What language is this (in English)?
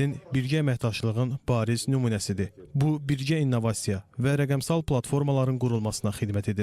Azerbaijani